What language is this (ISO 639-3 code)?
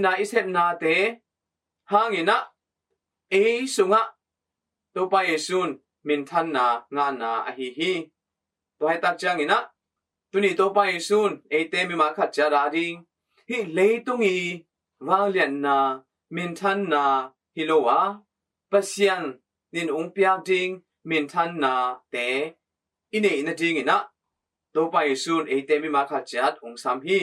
ctd